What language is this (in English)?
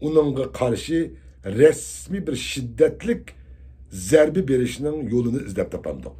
Uyghur